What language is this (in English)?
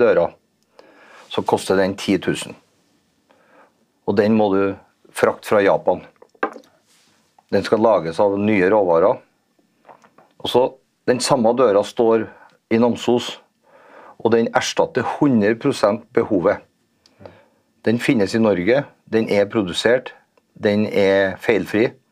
Norwegian